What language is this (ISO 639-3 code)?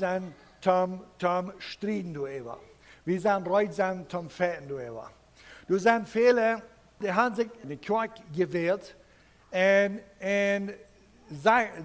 pdt